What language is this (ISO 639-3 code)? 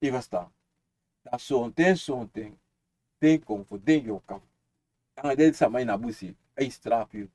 srn